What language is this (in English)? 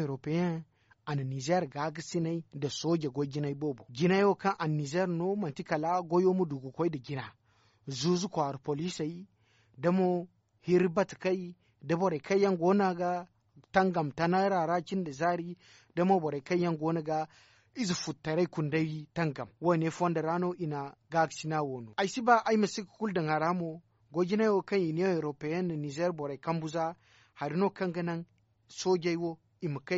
Zarma